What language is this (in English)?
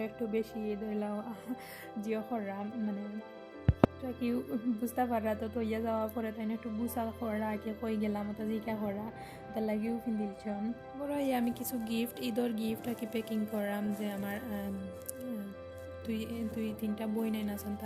Sylheti